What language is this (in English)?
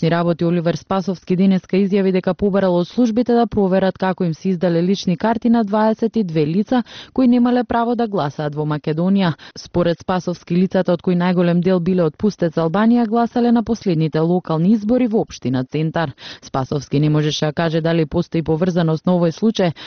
Macedonian